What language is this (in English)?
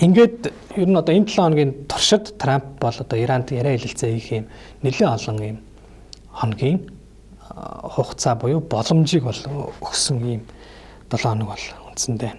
Mongolian